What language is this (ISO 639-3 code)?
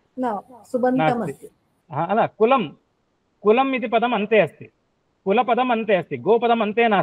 san